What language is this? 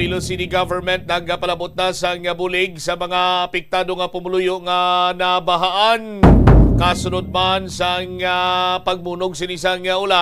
Hiligaynon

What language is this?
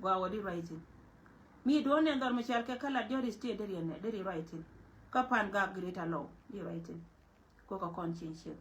Nuer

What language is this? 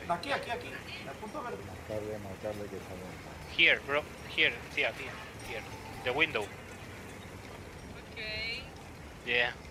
Spanish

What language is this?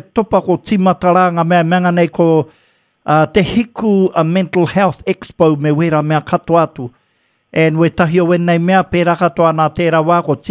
Māori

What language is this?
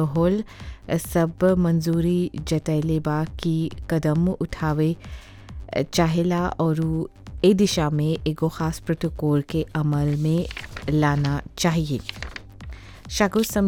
Bhojpuri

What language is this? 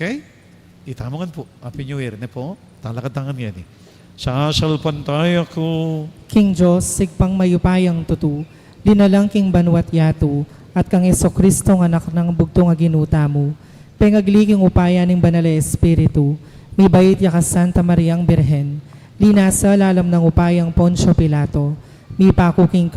Pampanga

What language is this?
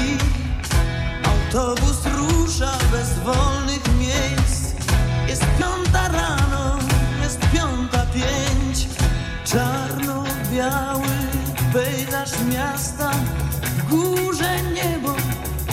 Polish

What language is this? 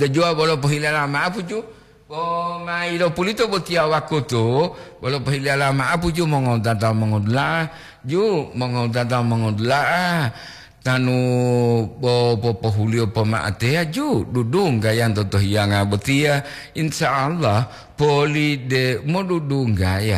Gorontalo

